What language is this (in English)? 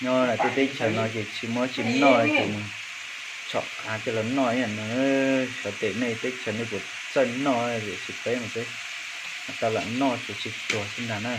Hmong